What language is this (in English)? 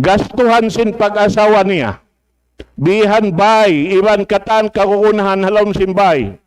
Tausug